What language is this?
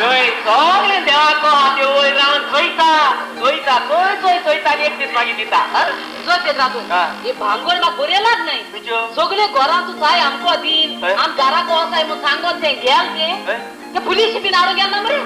Konkani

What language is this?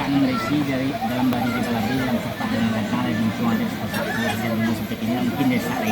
Minangkabau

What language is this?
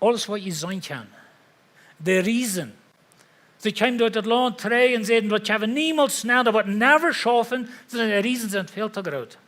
Plautdietsch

